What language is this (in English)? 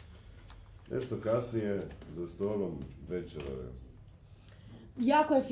Croatian